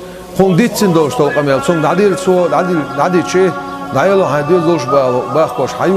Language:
Chechen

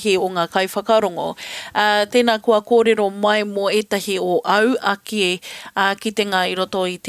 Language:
Māori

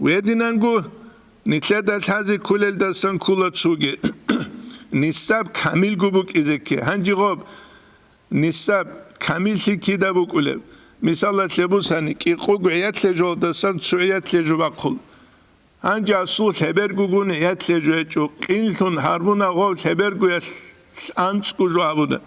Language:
Avaric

